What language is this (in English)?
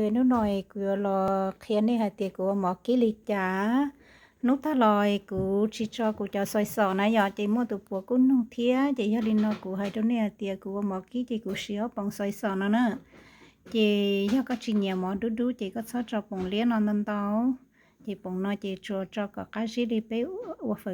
Hmong